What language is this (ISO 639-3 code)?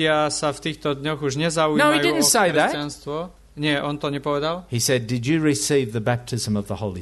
slk